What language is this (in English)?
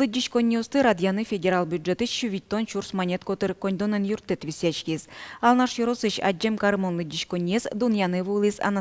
Udmurt